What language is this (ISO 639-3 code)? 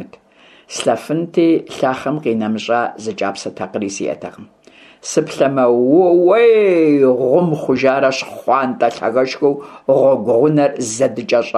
kbd